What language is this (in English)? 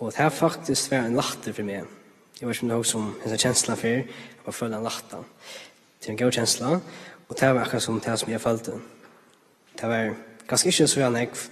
Faroese